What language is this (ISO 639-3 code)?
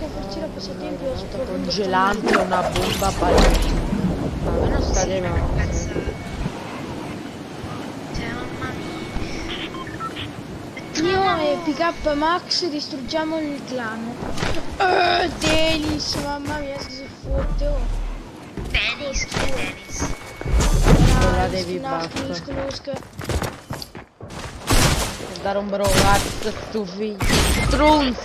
ita